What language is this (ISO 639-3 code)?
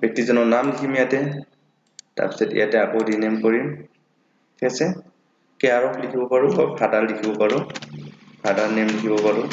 asm